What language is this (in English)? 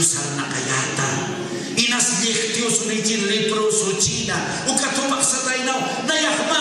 Aymara